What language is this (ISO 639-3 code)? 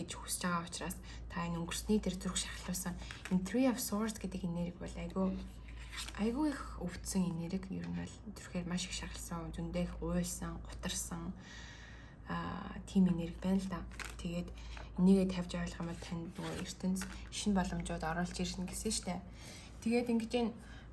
mon